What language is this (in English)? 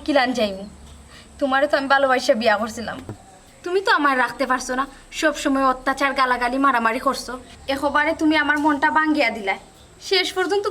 Sylheti